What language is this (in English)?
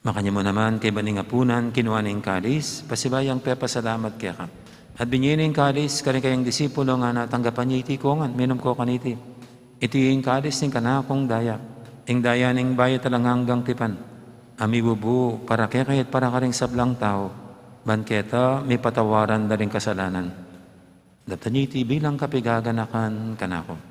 Pampanga